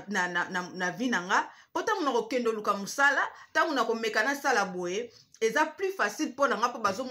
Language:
Lingala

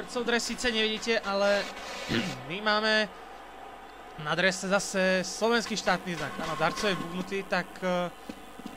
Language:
Slovak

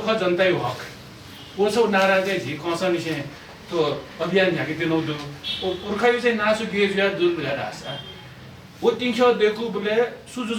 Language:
Newari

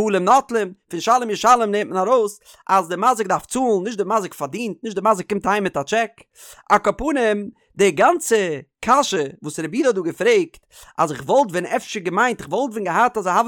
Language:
Yiddish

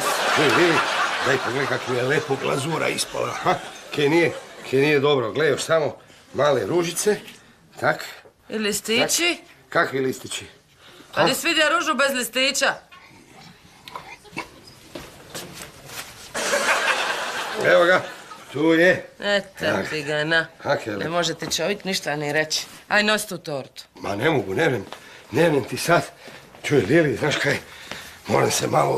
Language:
Croatian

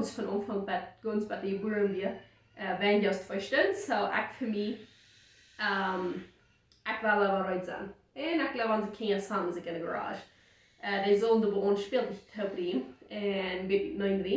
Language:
Plautdietsch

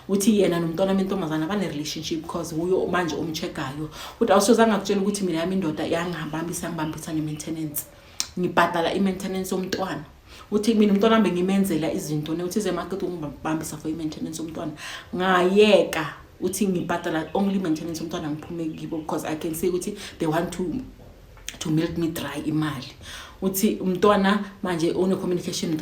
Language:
Zulu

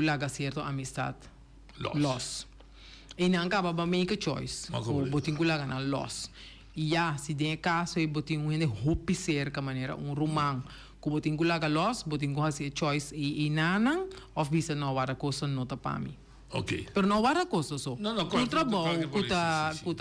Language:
Papiamento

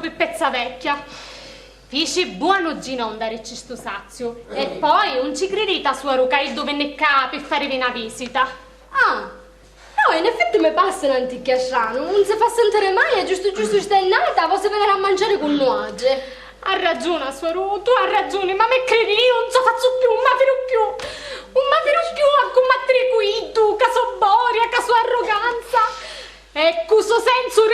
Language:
Sicilian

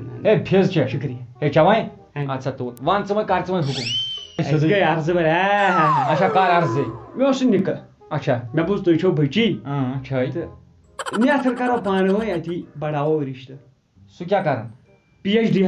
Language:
Kashmiri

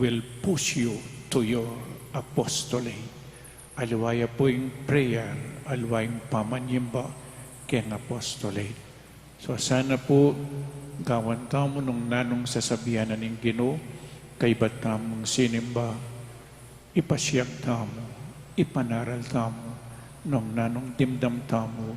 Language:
Pampanga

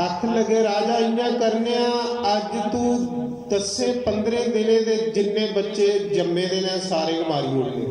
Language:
Dogri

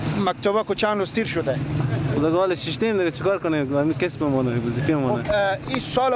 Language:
Persian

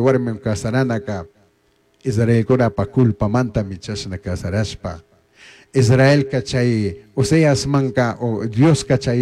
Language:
Chimborazo Highland Quichua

